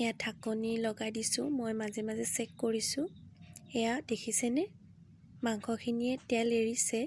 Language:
Assamese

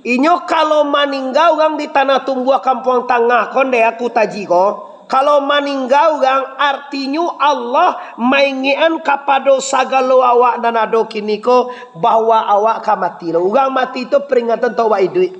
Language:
Minangkabau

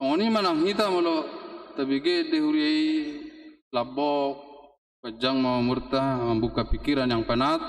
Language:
Batak Toba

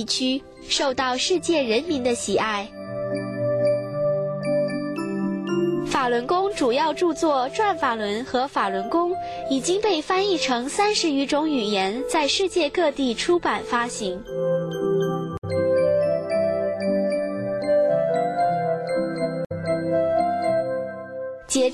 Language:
Chinese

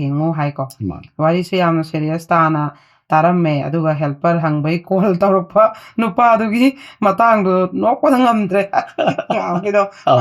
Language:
Manipuri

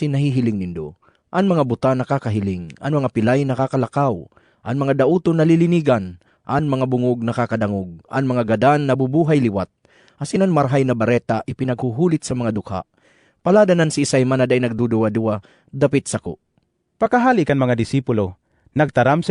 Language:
Bikol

